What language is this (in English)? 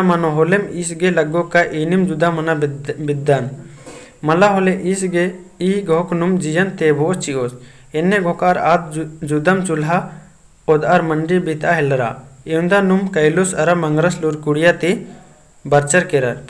Kurukh